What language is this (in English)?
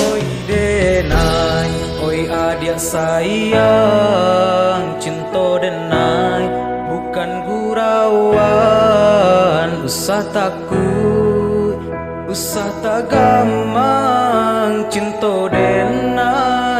Minangkabau